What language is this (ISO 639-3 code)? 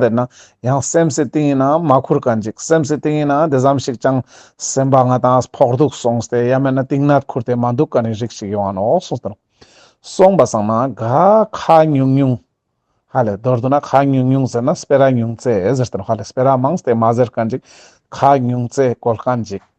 lbj